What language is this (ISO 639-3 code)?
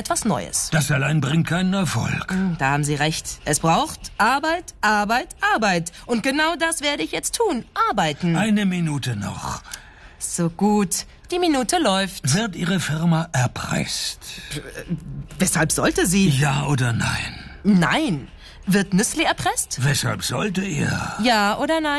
deu